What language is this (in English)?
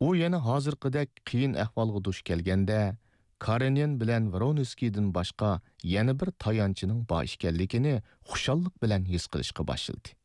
Uyghur